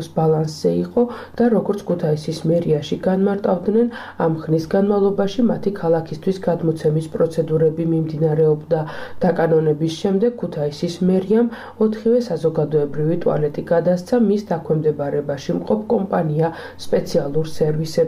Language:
Georgian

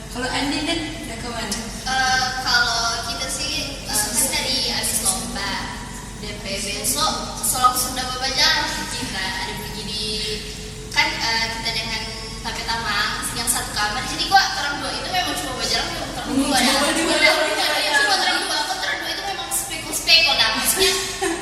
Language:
Manado Malay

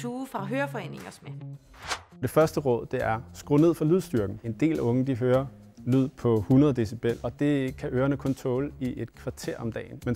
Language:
Danish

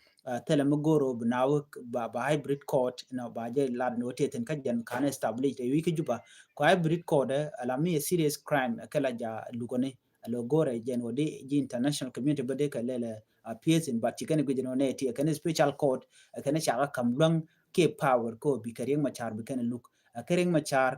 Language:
Nuer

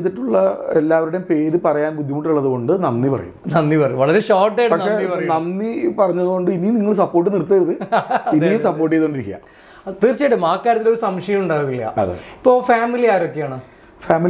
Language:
Malayalam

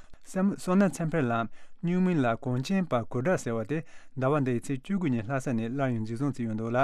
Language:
Tibetan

